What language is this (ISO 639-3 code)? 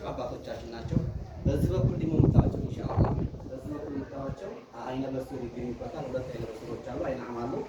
amh